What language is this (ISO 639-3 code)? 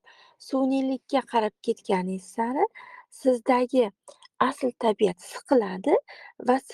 uzb